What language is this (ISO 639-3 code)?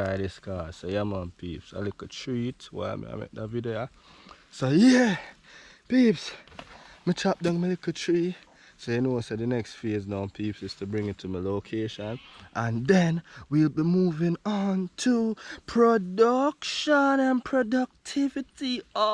jam